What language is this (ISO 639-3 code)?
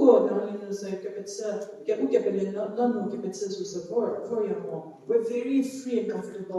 njm